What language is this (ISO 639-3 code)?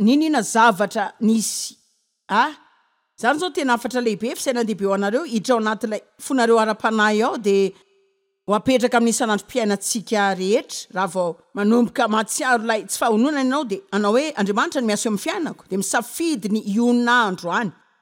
mlg